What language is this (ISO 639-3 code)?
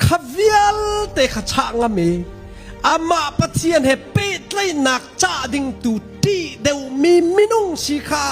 cnh